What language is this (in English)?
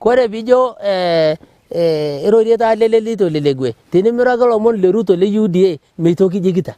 Masai